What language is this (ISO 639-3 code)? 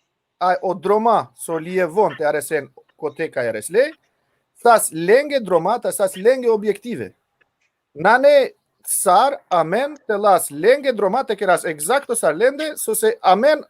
rmn